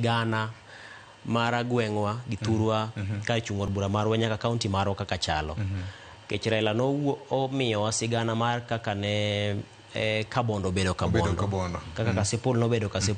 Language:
Luo (Kenya and Tanzania)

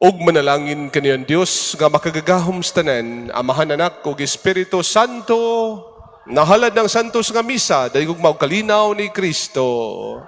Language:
Cebuano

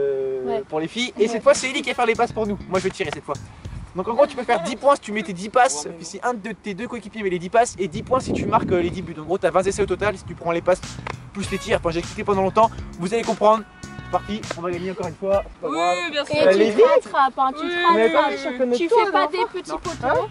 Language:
French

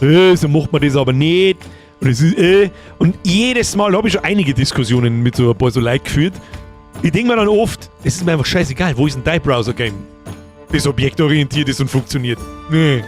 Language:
Bavarian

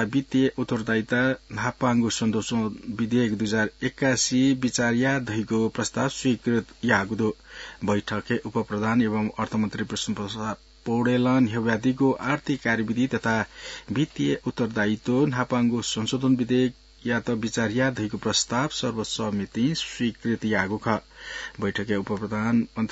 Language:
Newari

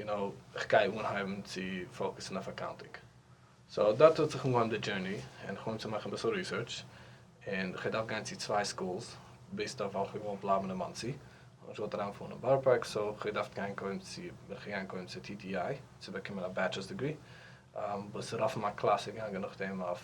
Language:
Yiddish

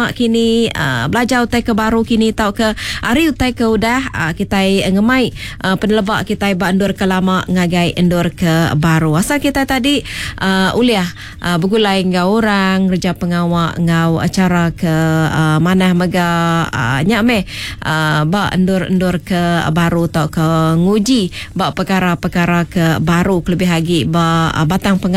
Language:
Iban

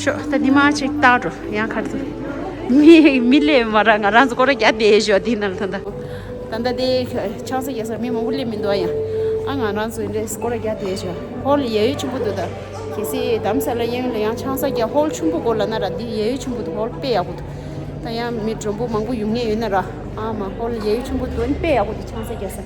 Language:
Tibetan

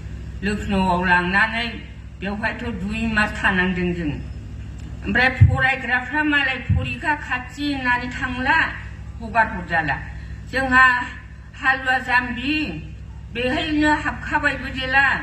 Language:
Bodo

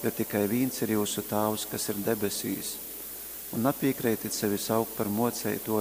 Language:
Latgalian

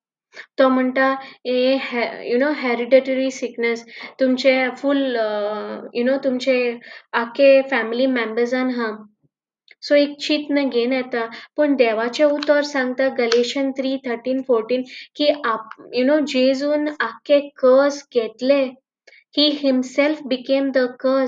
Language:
Konkani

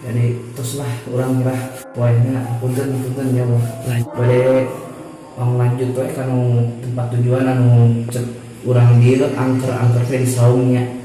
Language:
Sundanese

